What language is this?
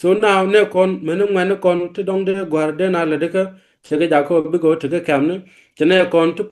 Nuer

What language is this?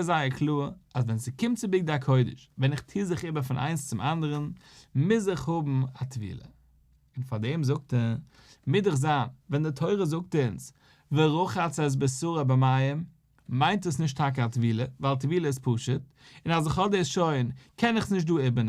Yiddish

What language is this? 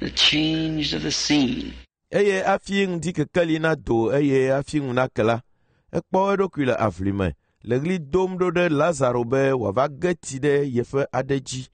Ewe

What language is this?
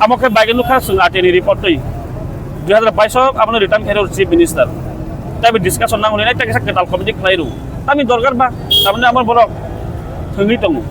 Kok Borok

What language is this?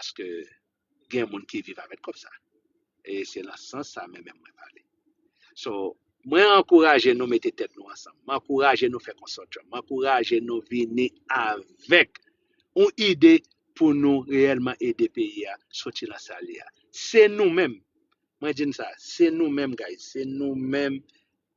Haitian Creole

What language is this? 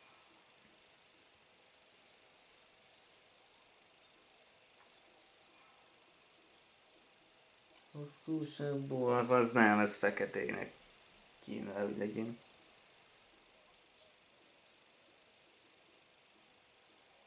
Hungarian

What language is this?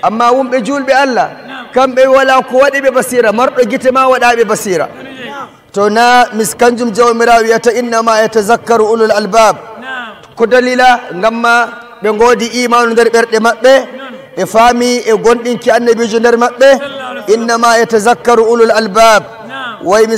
Nigerian Fulfulde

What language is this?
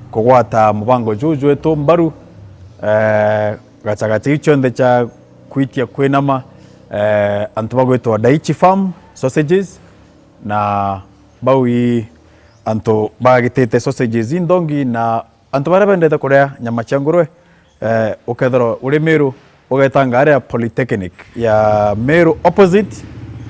Meru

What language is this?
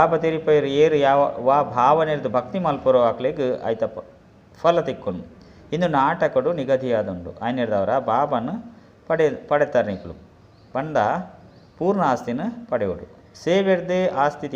Tulu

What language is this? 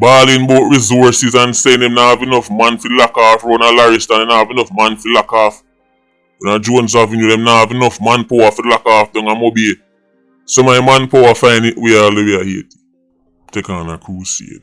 Jamaican Creole English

